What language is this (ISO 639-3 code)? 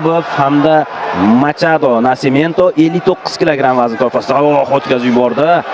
uzb